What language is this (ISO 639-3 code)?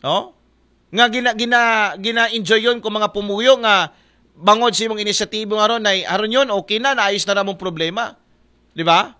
akl